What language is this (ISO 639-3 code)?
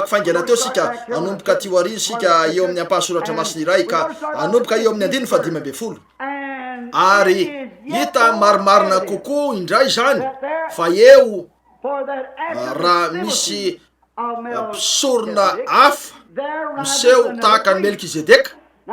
mlg